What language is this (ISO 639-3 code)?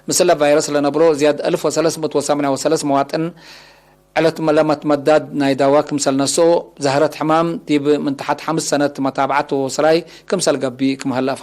tig